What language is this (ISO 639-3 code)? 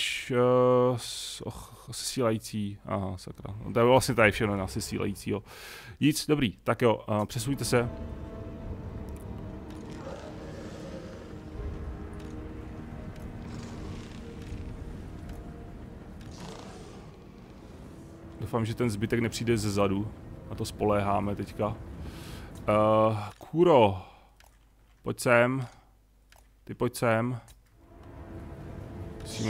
ces